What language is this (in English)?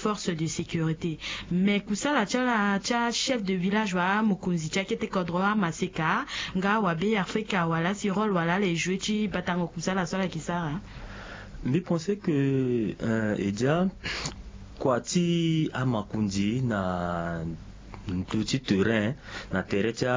Sango